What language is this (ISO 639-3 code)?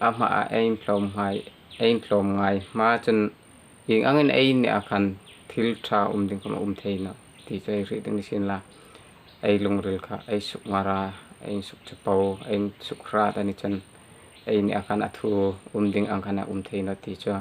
hmr